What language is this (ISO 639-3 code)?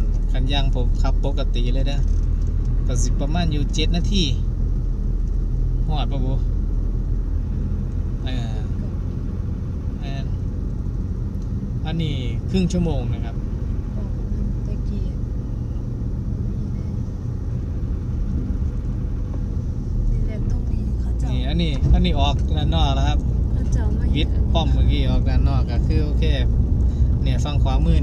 tha